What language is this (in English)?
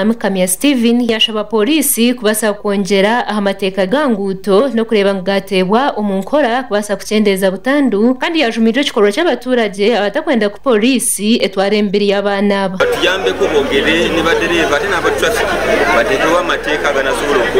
Nyankole